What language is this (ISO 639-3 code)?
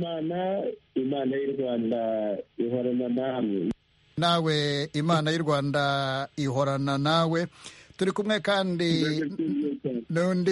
kin